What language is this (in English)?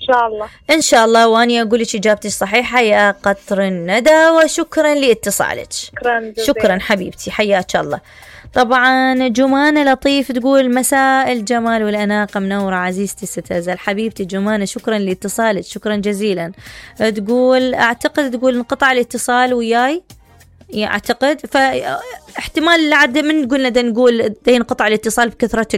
Mesopotamian Arabic